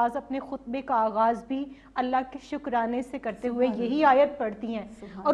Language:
Urdu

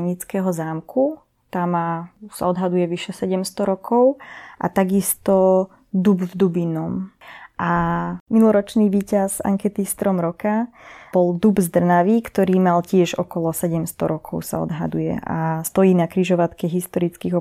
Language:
Slovak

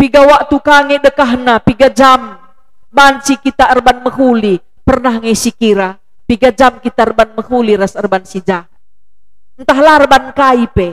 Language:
Batak Karo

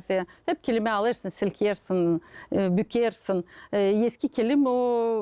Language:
Gagauz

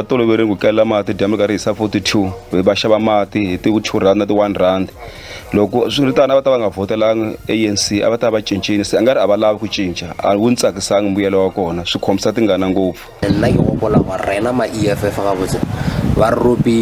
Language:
Tsonga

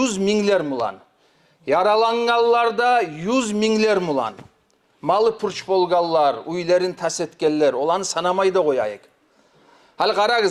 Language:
Kumyk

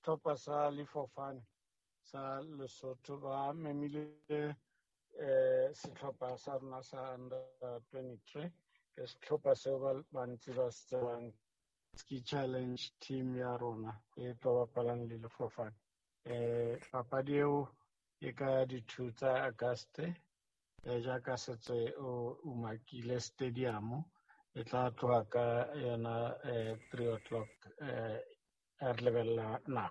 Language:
Southern Sotho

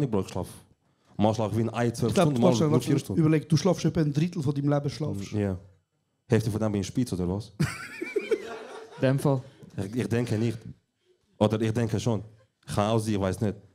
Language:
Swiss German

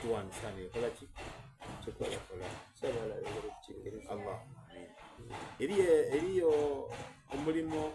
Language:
Soga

